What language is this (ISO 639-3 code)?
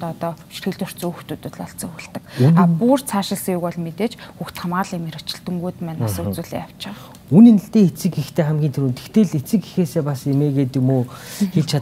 mon